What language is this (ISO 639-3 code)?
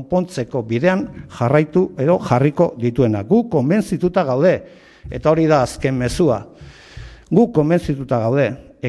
eus